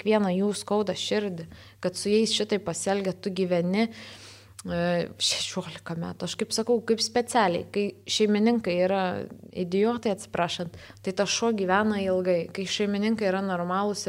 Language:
Lithuanian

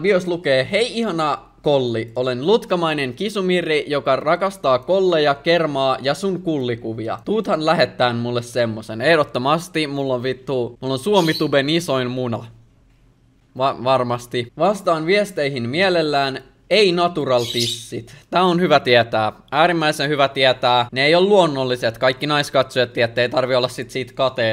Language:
Finnish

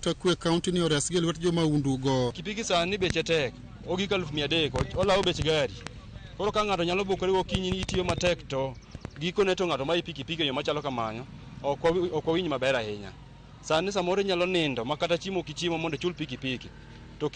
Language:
Luo (Kenya and Tanzania)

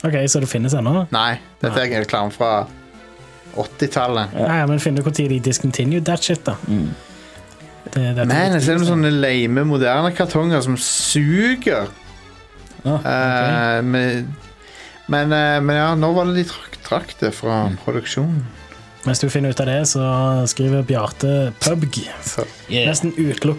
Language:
Norwegian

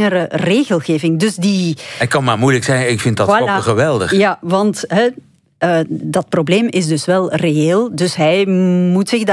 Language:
Dutch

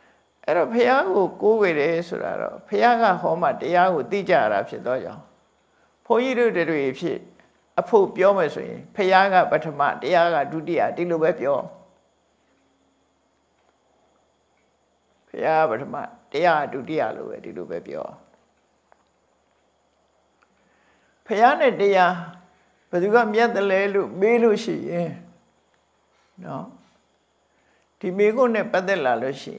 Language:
Burmese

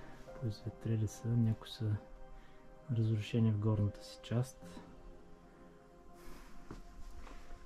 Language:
Bulgarian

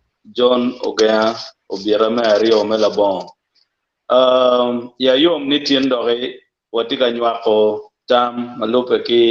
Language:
Acoli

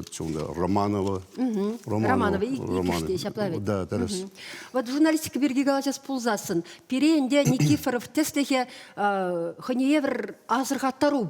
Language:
Chuvash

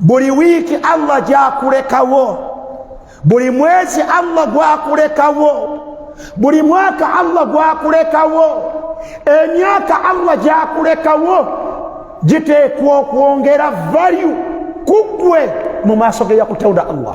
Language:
Ganda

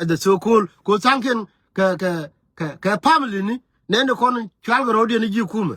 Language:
Nuer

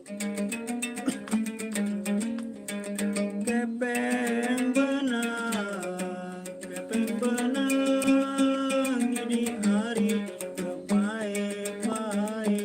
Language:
Sasak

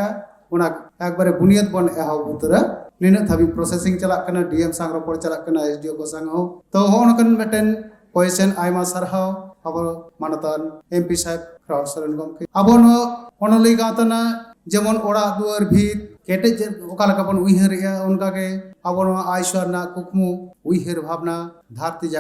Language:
Santali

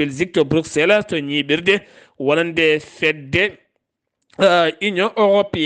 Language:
Fula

